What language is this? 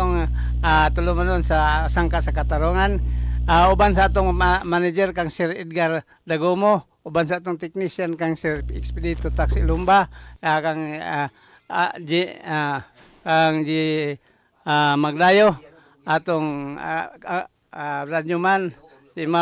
Cebuano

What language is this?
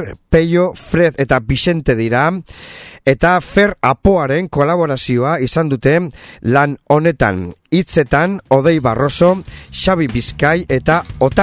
Basque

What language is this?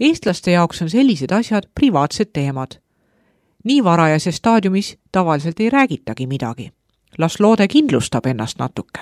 Estonian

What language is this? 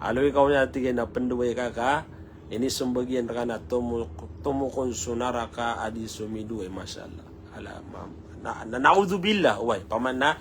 Maranao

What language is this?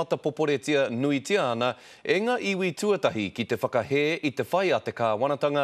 Māori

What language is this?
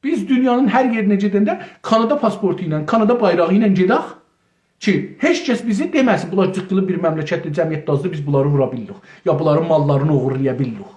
South Azerbaijani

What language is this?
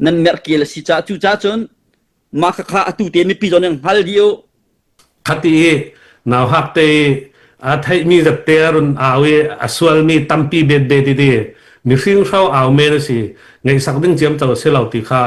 Falam Chin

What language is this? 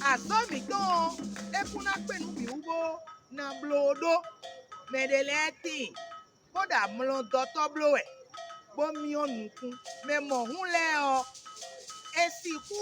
Fon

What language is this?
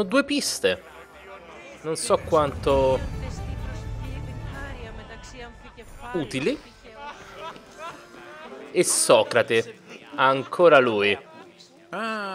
Italian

